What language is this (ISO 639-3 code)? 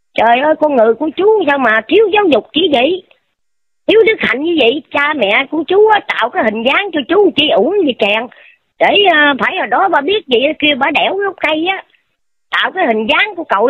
vie